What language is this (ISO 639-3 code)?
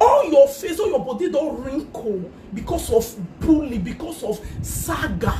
pcm